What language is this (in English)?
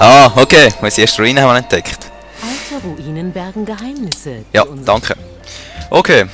Swiss German